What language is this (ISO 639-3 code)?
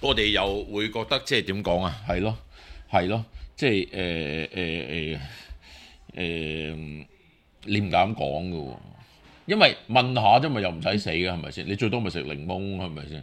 yue